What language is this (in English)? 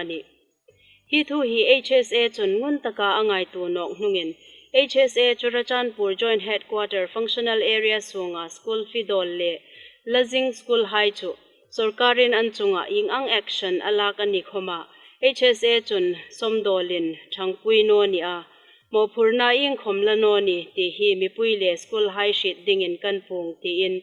Hmar